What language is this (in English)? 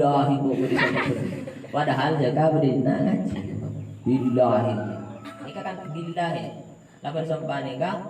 Madurese